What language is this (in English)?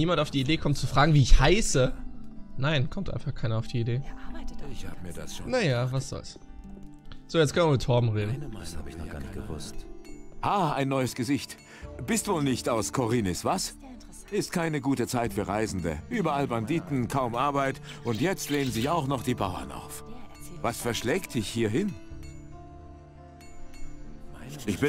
German